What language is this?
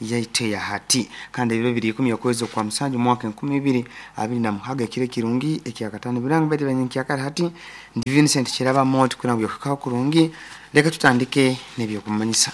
Nyoro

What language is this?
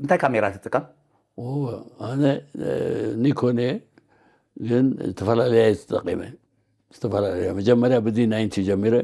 Tigrinya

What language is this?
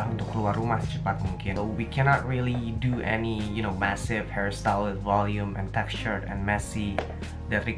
Indonesian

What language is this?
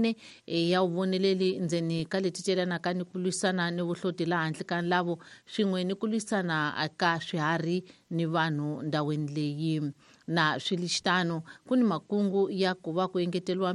Tsonga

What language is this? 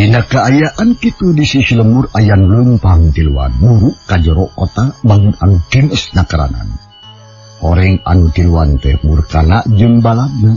Sundanese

